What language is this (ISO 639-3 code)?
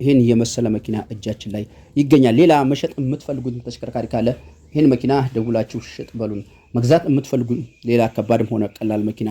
amh